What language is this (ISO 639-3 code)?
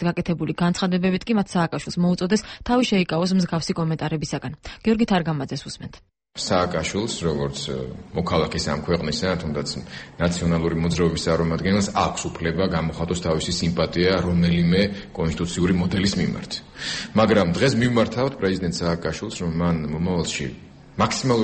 kat